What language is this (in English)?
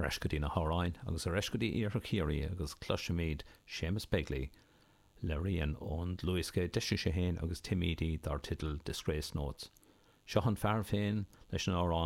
Irish